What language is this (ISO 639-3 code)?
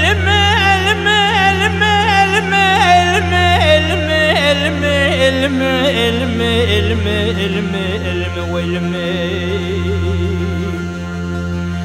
fas